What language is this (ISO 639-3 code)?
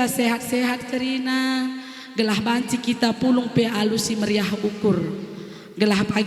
btx